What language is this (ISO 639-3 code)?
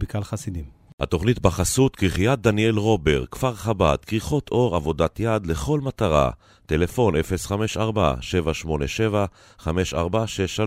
heb